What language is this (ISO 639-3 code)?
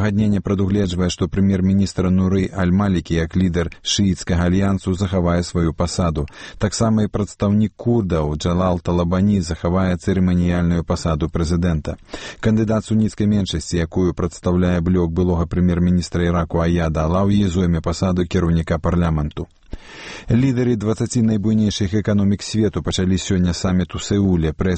bel